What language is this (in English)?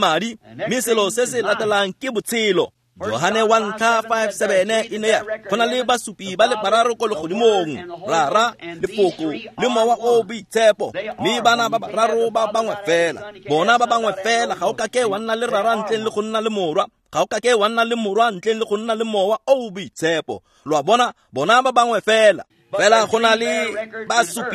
Tswana